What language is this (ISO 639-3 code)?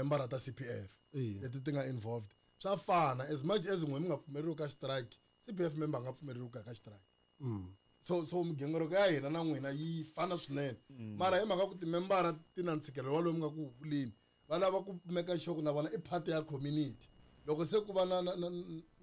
tso